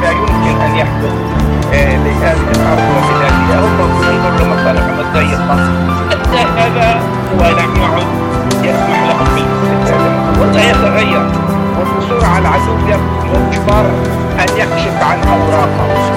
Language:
Arabic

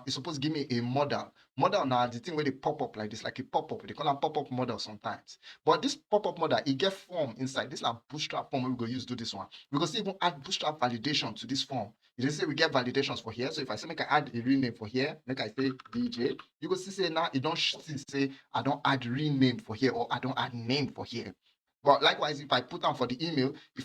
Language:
Nigerian Pidgin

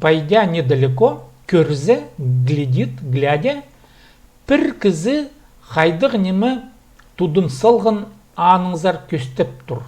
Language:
Khakas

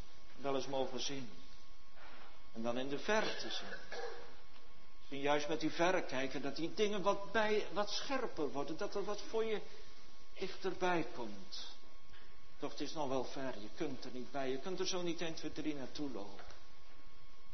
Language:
Dutch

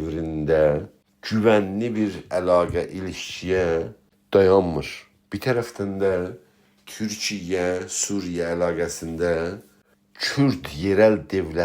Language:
South Azerbaijani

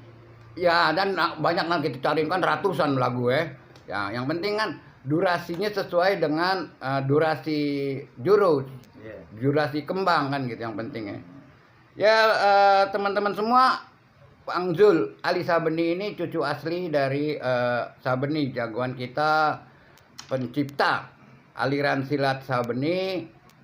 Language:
Betawi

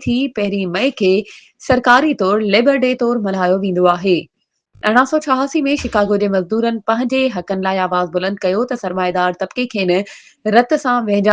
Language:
Sindhi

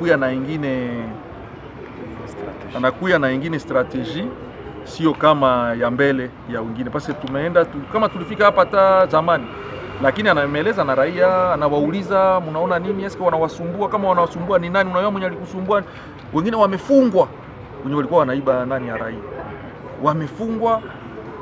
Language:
Swahili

